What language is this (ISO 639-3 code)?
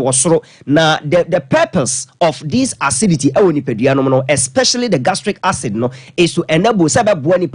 aka